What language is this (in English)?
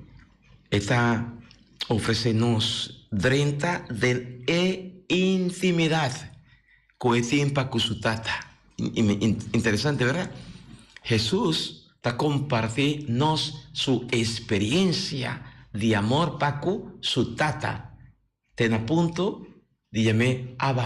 Papiamento